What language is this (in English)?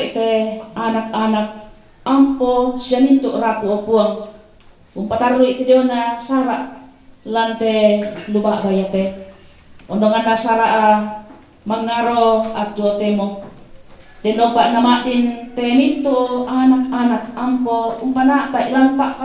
Toraja-Sa'dan